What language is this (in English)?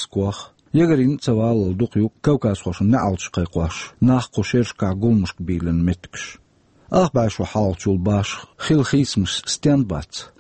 Chechen